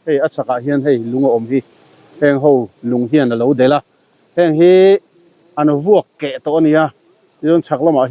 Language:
Mizo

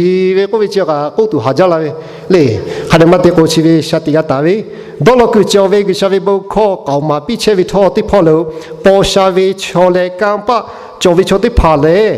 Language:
Lahu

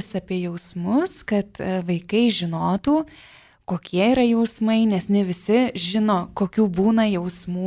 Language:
Lithuanian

